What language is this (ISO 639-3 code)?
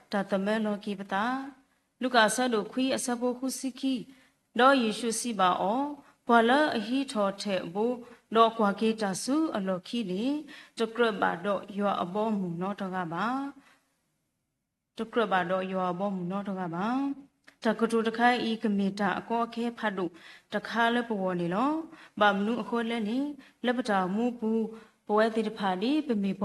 ksw